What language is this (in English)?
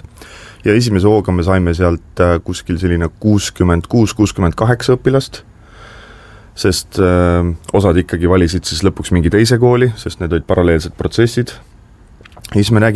Estonian